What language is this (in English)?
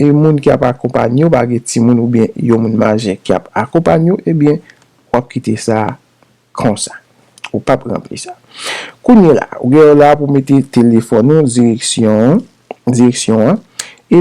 Haitian Creole